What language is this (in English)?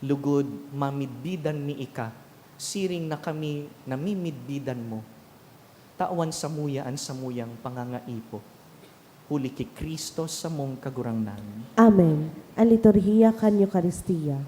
Bikol